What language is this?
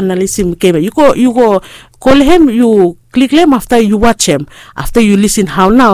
Bislama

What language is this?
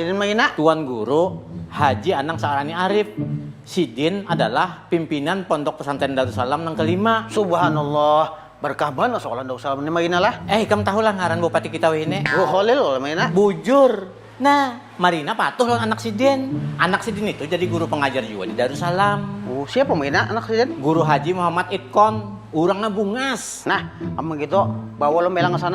Banjar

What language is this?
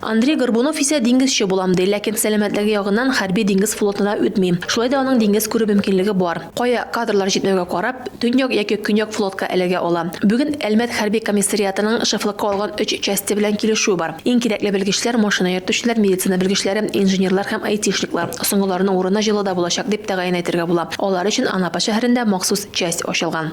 Tatar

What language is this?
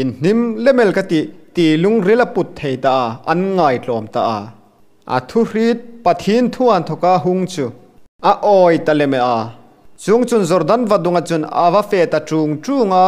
Hmar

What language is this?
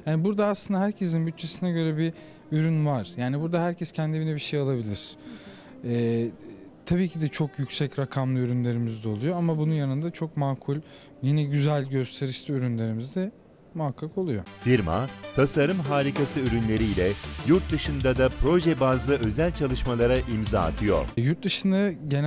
Turkish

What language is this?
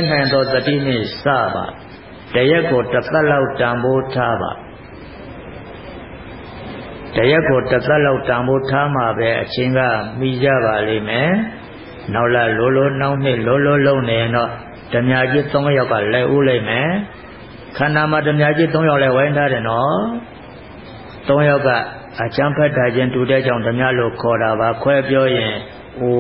Burmese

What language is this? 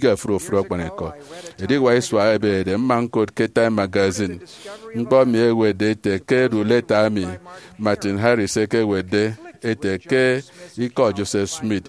Efik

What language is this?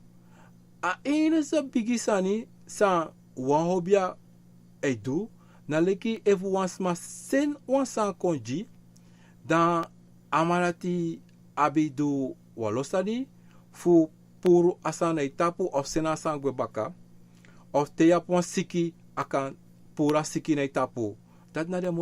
Sranan Tongo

